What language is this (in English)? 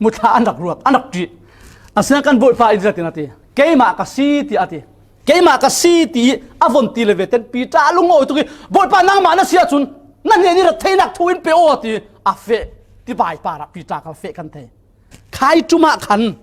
Falam Chin